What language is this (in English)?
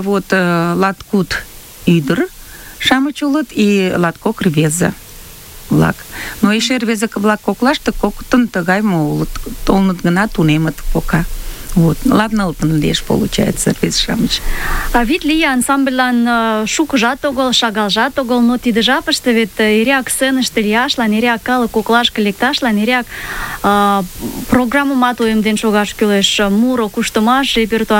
Mari